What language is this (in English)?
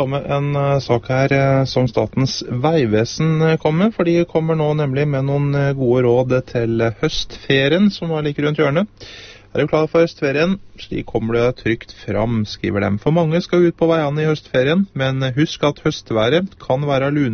Norwegian